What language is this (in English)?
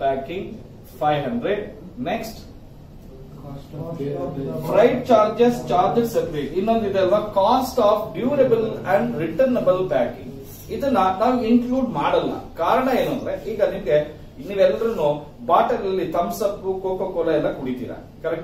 Kannada